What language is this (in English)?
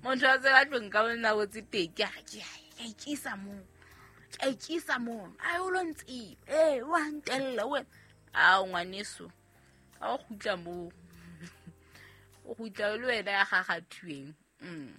Southern Sotho